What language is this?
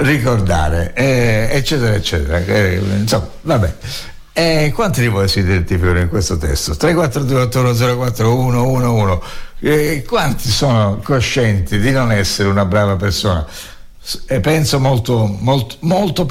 Italian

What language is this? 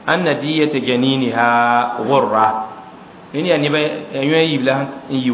Mossi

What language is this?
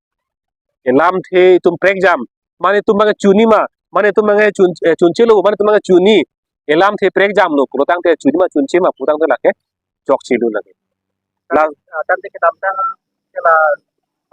Karbi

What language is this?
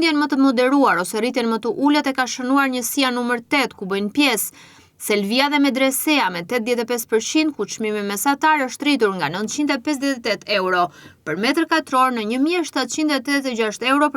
Albanian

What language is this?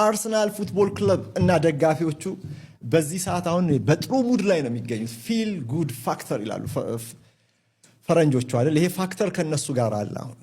Amharic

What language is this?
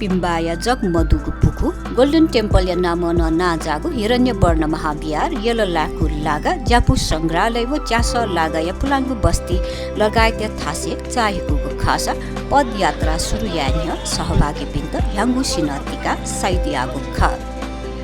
Newari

